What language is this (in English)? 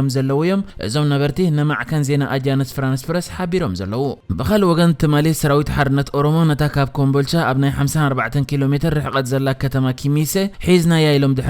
Tigrinya